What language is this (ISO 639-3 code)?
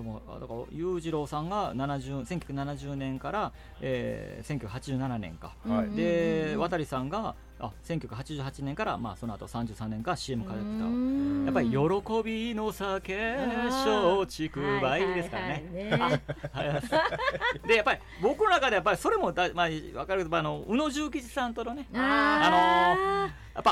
jpn